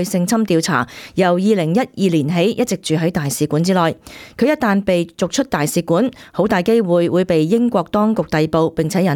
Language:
Cantonese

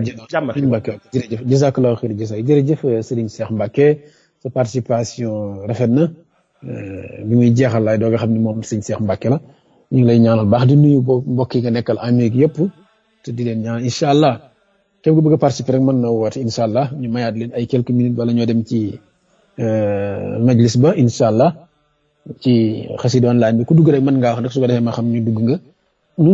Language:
Wolof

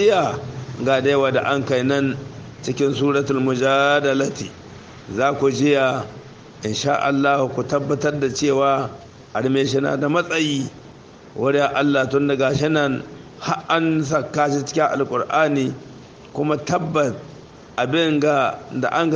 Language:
Hausa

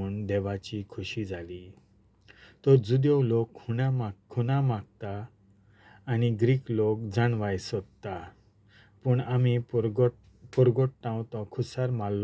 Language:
Konkani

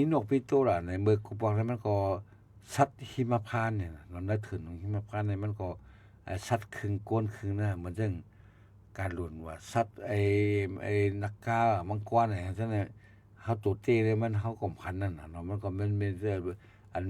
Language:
Shan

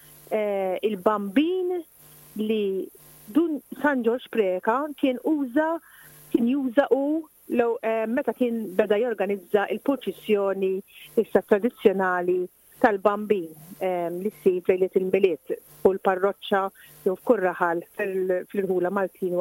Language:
Maltese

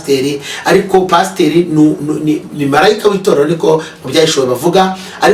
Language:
Kinyarwanda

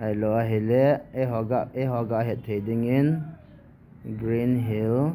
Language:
Thado Chin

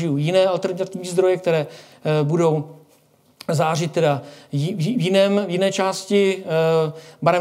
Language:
Czech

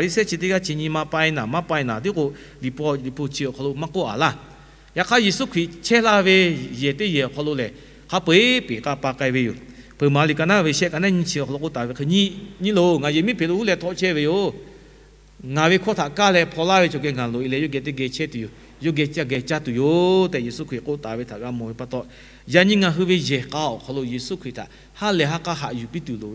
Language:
Lahu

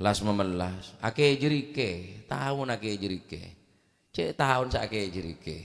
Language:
Madurese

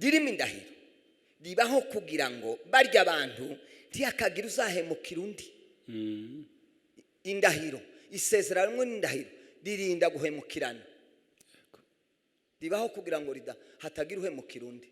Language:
Kinyarwanda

